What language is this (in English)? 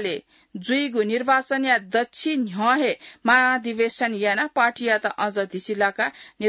Newari